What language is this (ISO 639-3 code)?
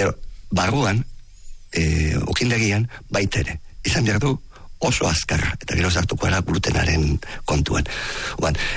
eus